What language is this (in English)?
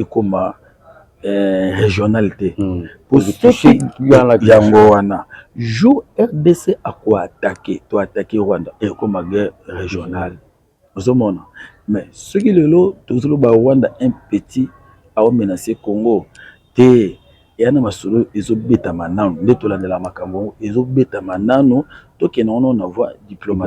Lingala